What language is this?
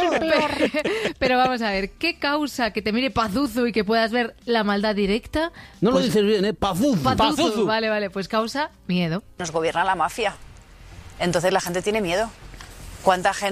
Spanish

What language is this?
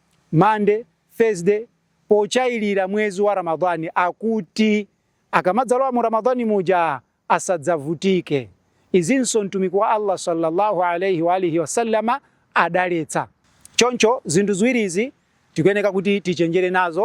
Nyanja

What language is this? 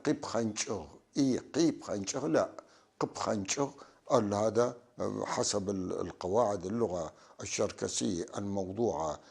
North Levantine Arabic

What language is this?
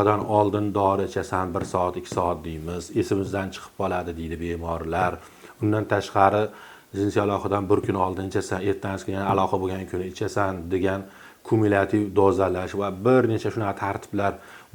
Uzbek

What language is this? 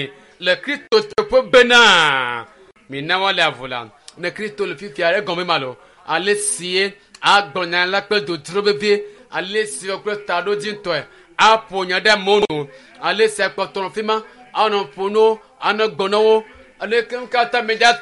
Ewe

